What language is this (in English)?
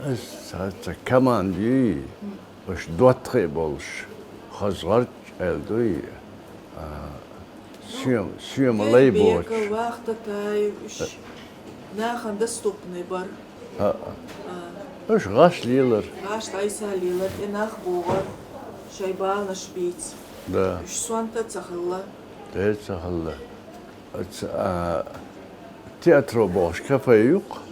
Chechen